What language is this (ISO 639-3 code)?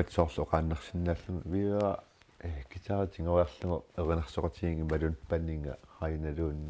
kal